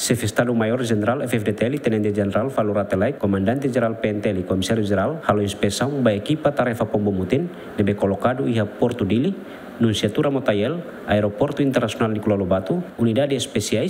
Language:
Tetum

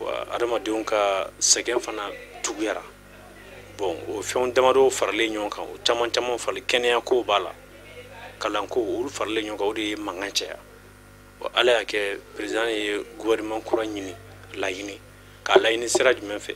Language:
Bambara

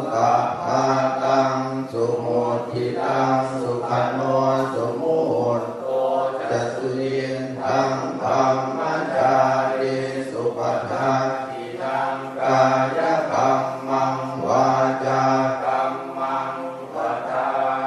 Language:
Pali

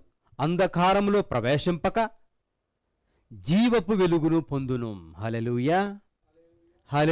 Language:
Telugu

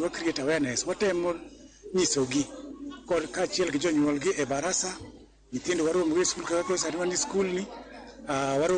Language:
Luo (Kenya and Tanzania)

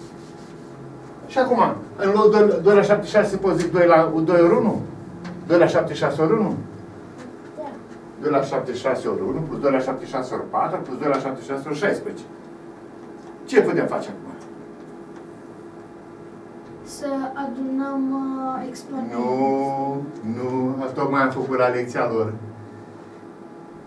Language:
Romanian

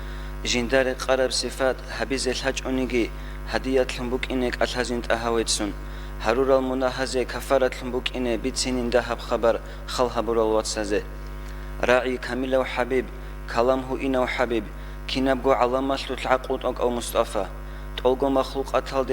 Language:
Avaric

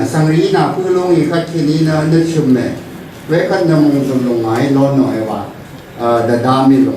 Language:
Rawang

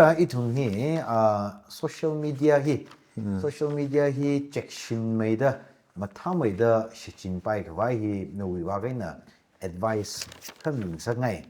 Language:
Tangkhul Naga (India)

